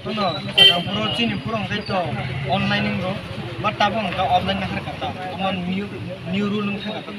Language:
Kok Borok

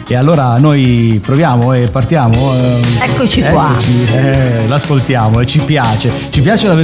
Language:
Italian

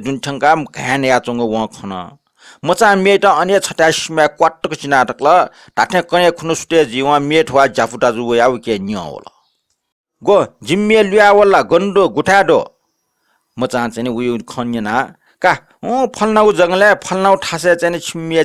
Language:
Newari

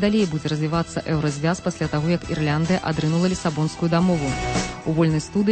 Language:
Belarusian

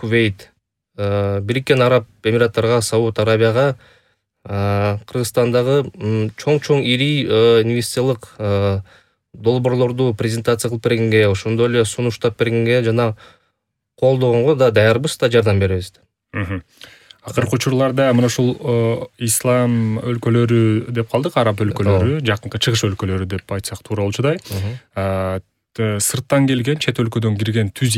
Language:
Kyrgyz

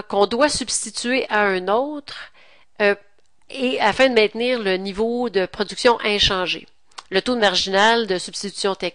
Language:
French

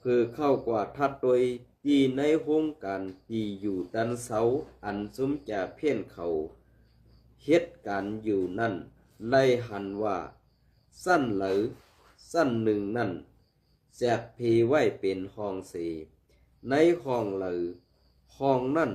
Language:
Shan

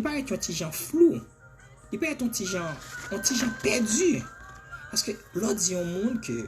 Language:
Haitian Creole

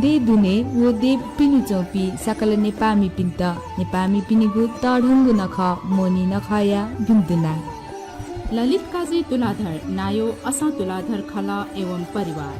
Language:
Newari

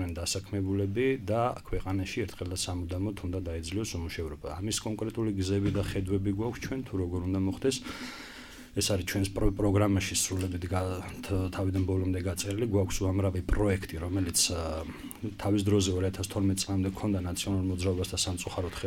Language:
Georgian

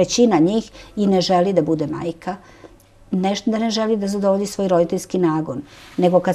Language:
Serbian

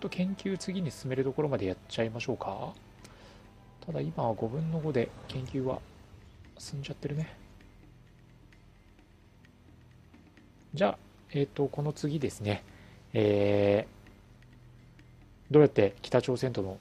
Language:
Japanese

